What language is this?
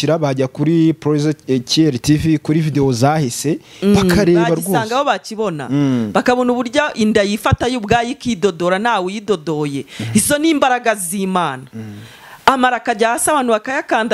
Kinyarwanda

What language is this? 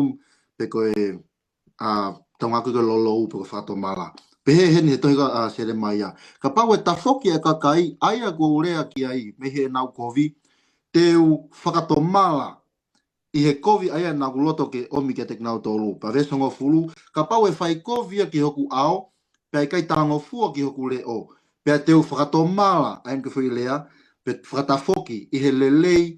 Tongan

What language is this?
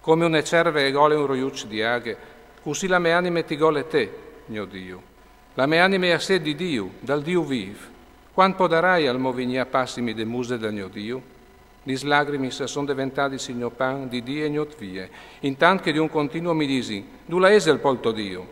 Friulian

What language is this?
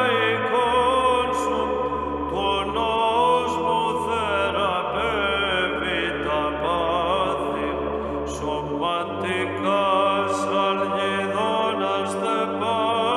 Greek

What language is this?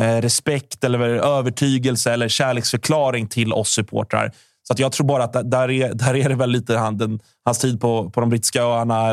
Swedish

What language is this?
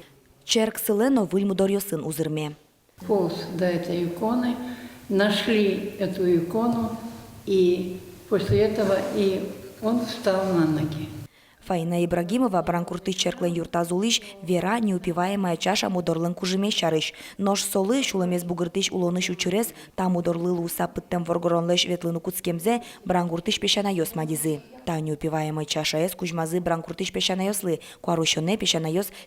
Udmurt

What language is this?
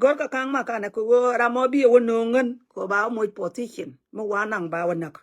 Nuer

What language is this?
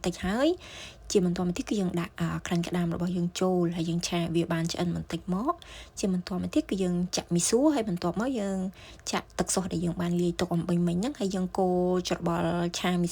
Khmer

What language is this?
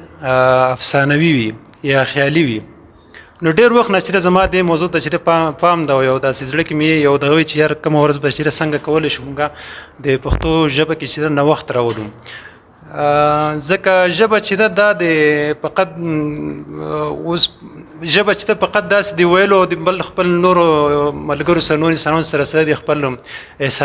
Pashto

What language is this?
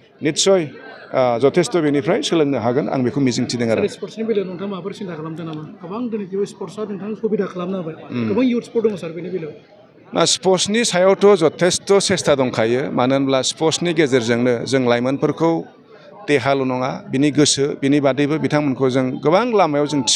Bodo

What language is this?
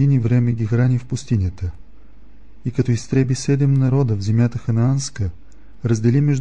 Bulgarian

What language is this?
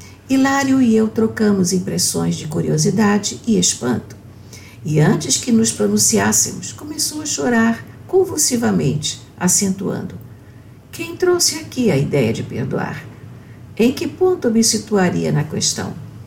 Portuguese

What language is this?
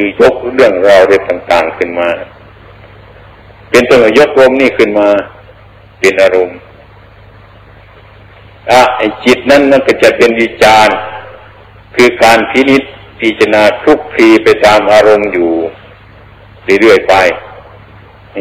Thai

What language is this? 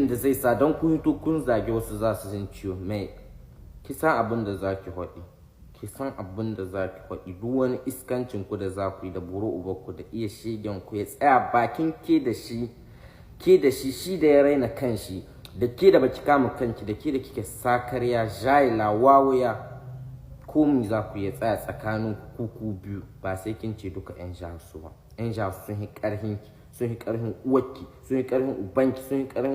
Hausa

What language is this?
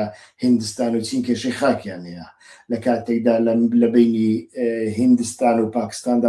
Central Kurdish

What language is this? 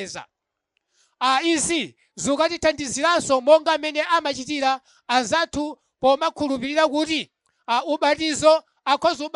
Nyanja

